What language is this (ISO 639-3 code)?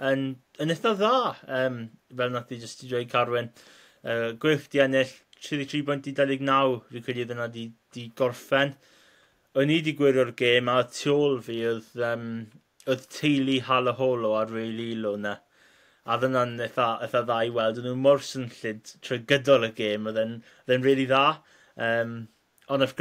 cym